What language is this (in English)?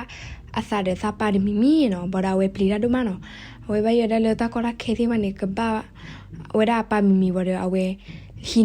S'gaw Karen